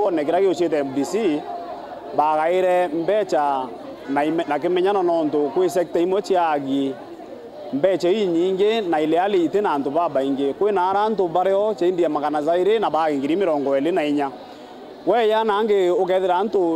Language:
Meru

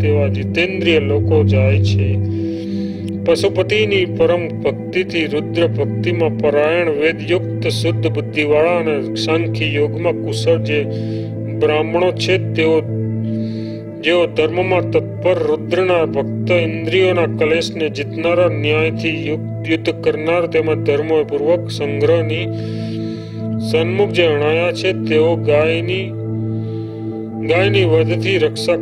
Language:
Gujarati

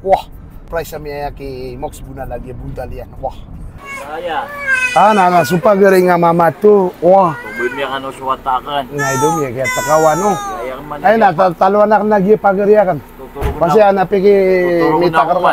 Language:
Maranao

